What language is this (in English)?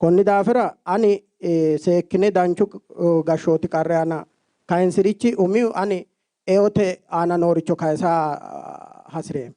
Sidamo